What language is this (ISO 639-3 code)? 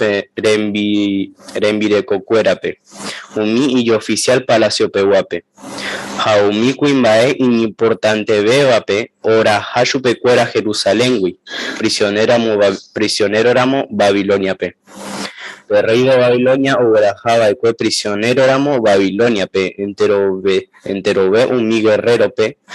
grn